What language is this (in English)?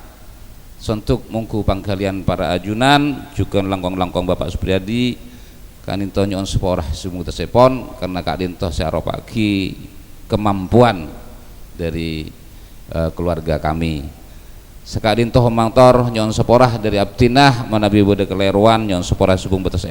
Madurese